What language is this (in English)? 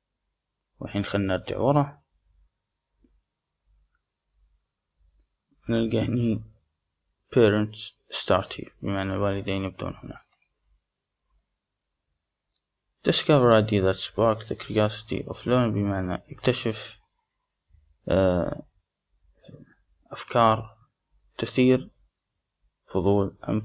Gulf Arabic